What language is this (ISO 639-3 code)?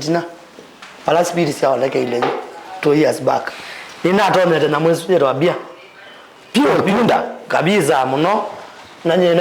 kam